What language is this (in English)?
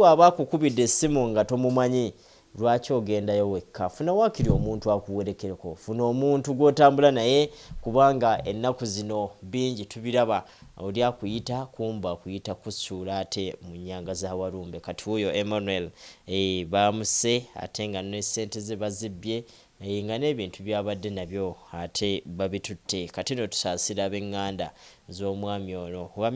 Ganda